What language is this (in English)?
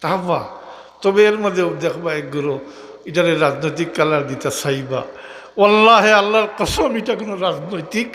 Sylheti